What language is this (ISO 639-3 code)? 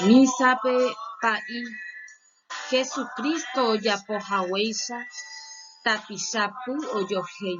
grn